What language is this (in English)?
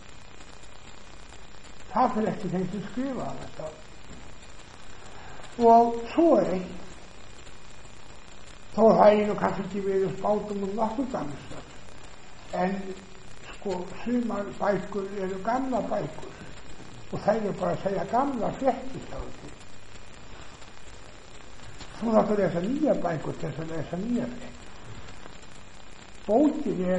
Icelandic